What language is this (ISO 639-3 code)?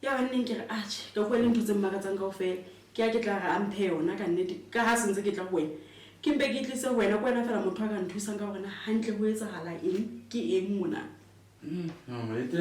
sot